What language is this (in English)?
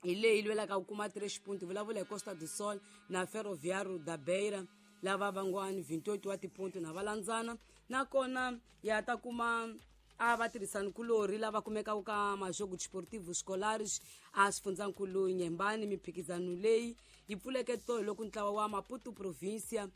Tsonga